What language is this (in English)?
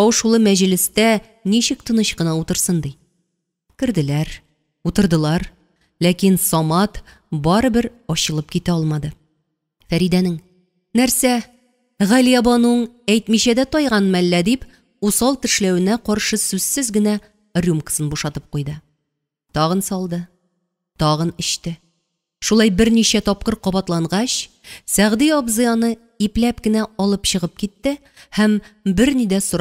Tatar